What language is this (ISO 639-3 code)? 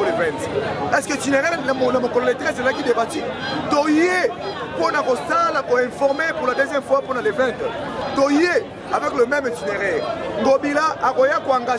lin